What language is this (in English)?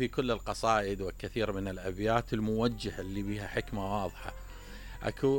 Mesopotamian Arabic